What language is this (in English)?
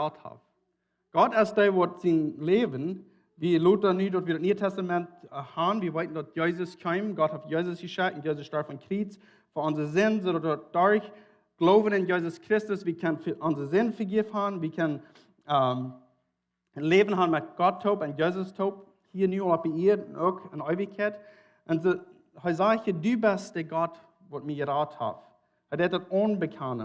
Plautdietsch